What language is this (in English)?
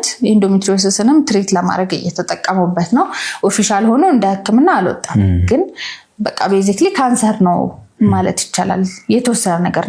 Amharic